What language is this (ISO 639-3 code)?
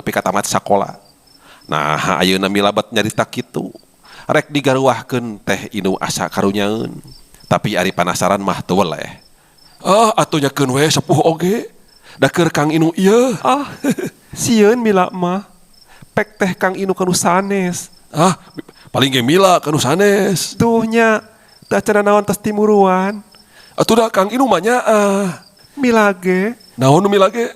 sun